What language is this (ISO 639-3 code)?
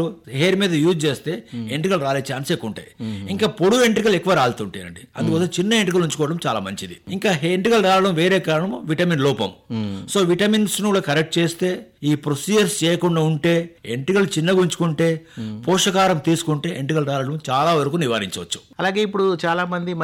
tel